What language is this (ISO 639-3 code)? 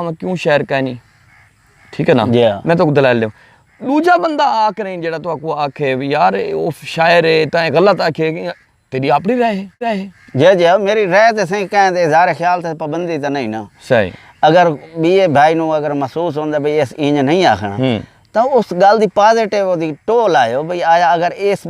skr